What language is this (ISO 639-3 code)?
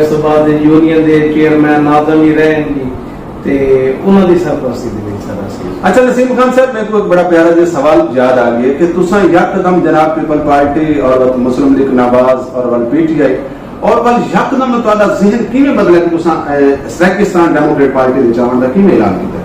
skr